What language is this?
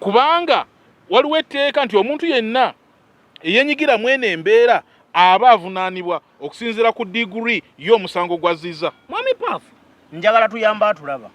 Ganda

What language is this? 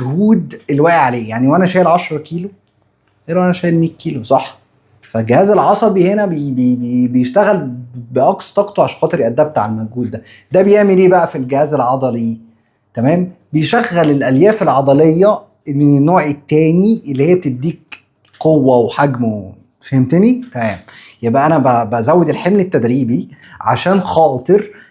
Egyptian Arabic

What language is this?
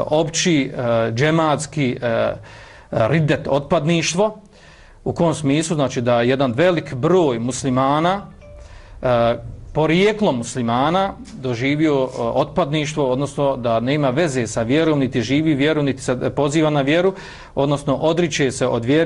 Bosnian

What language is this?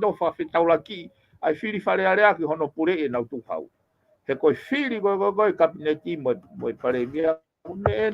Tongan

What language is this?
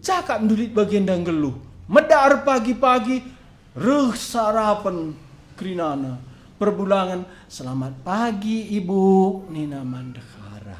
Batak Karo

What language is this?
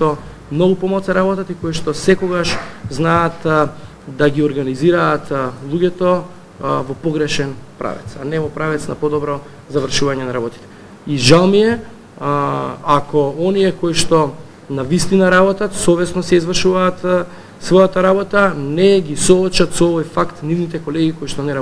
Macedonian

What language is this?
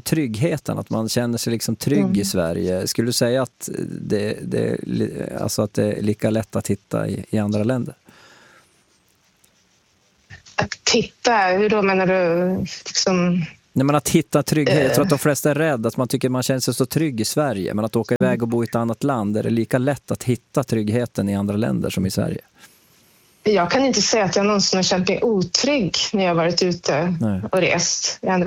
Swedish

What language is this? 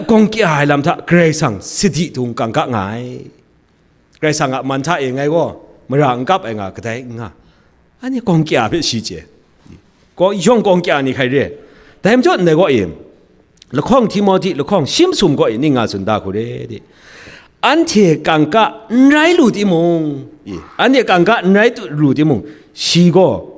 Kachin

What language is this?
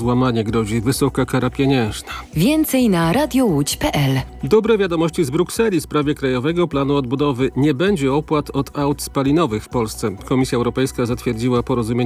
Polish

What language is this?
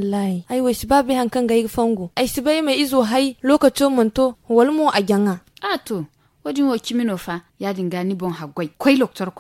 Zarma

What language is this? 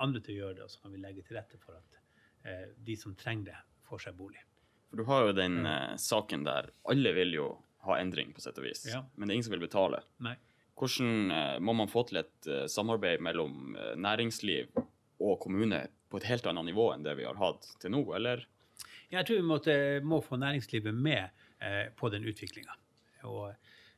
Norwegian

